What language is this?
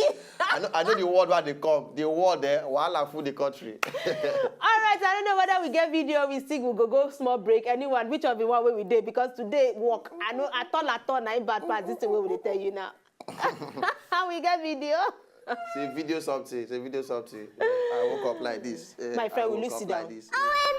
Nigerian Pidgin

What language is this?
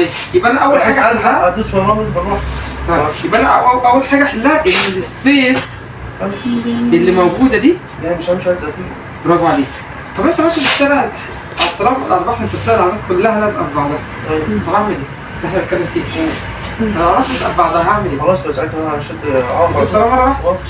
Egyptian Arabic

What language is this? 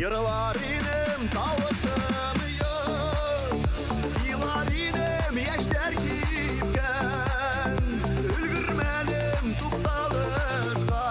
Bashkir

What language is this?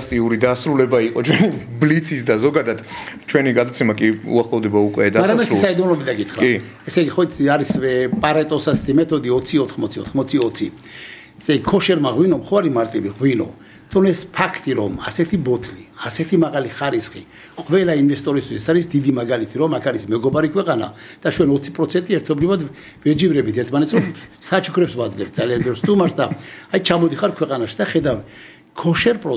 Georgian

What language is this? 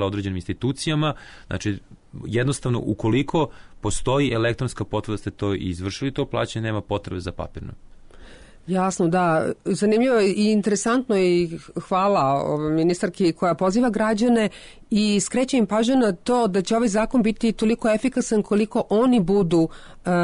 Serbian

